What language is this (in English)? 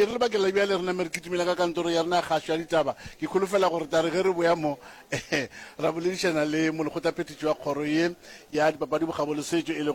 Northern Sotho